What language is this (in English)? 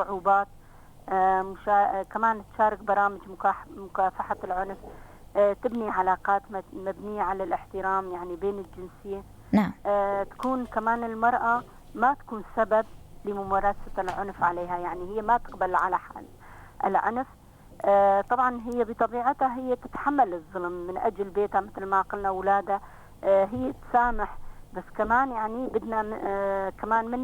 North Levantine Arabic